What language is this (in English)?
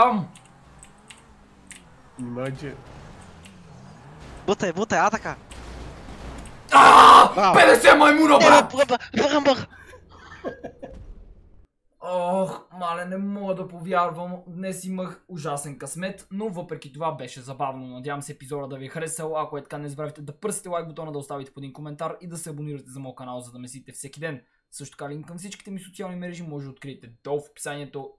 Bulgarian